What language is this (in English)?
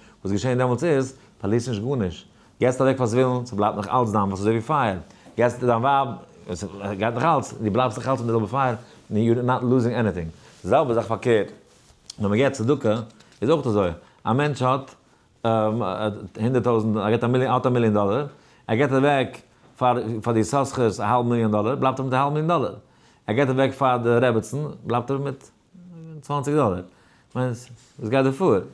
Yiddish